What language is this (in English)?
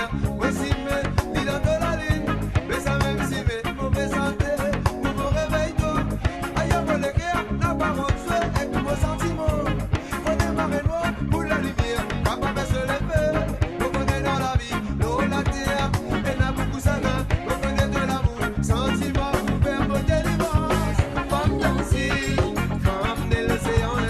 Morisyen